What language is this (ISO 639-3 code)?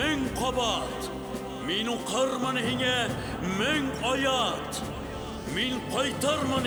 bak